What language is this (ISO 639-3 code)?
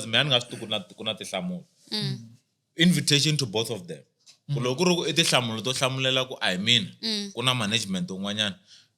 tso